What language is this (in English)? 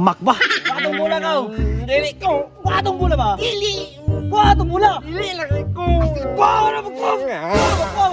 Cebuano